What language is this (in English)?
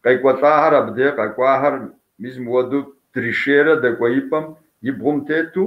Kabardian